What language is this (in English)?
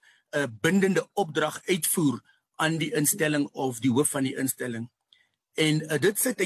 Afrikaans